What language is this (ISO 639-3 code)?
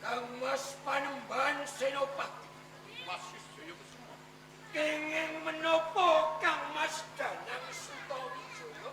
jav